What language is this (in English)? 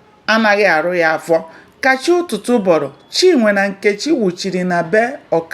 Igbo